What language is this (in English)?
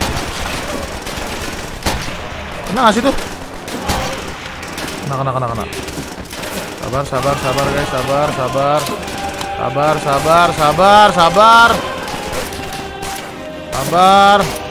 Indonesian